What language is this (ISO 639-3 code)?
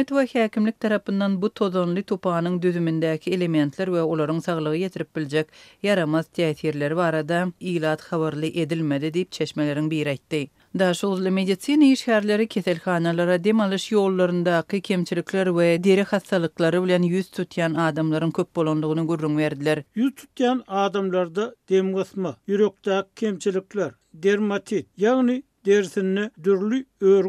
tuk